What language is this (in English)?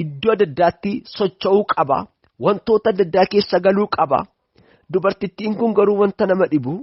Oromo